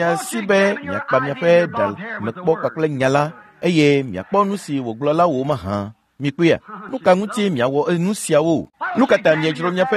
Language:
Ewe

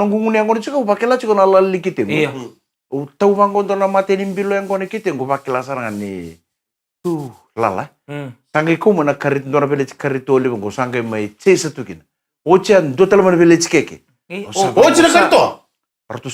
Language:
Fijian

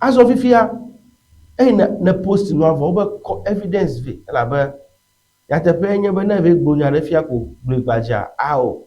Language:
Ewe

